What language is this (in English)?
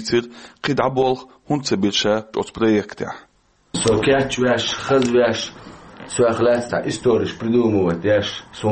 Chechen